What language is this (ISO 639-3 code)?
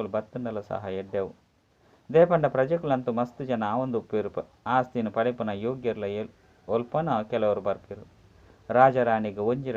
tcy